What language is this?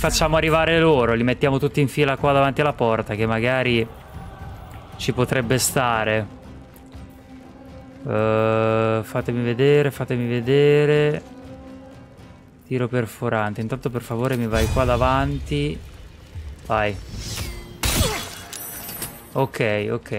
Italian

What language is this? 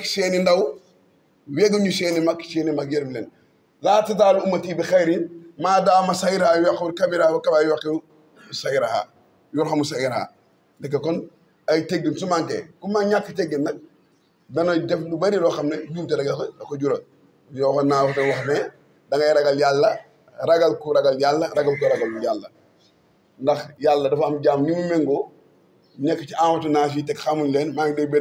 Wolof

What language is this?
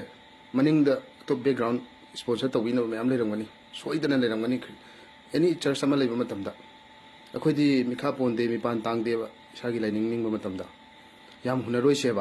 Manipuri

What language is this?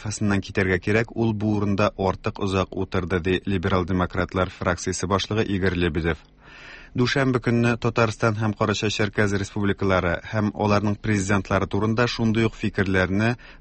Tatar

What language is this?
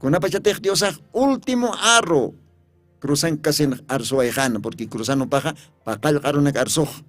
Aymara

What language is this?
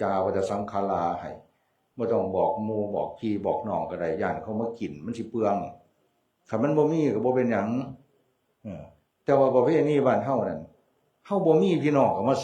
Northeastern Thai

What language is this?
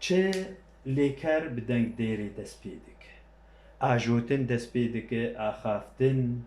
Kurdish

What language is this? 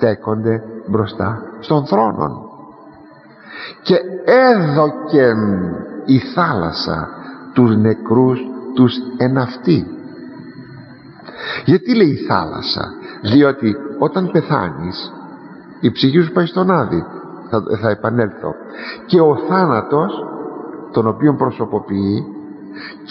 Greek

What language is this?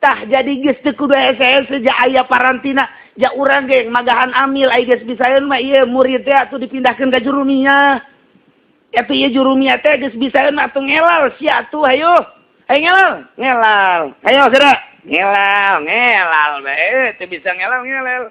Sundanese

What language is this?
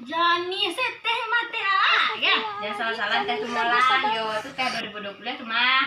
Minangkabau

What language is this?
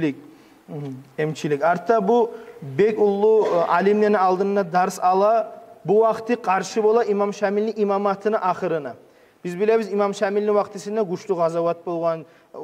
Kumyk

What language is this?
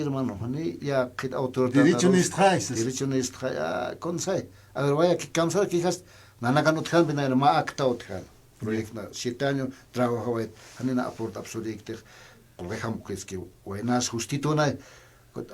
Aymara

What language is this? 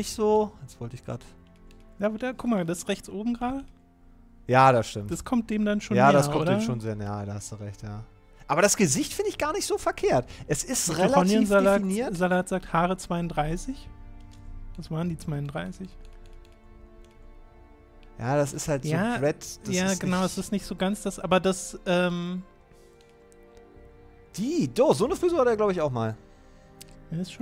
German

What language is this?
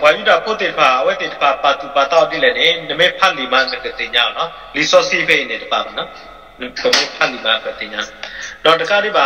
S'gaw Karen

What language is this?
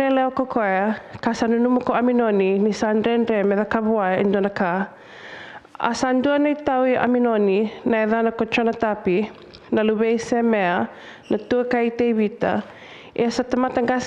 Fijian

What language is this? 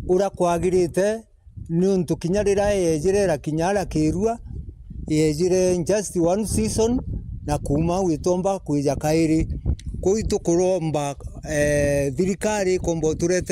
Meru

